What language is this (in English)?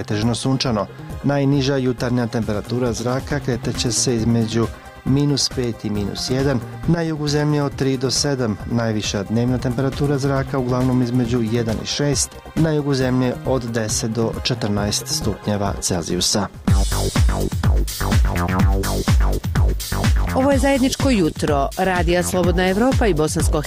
Bosnian